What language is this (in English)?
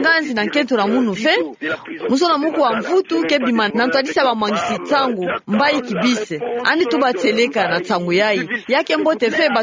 Kituba (Democratic Republic of Congo)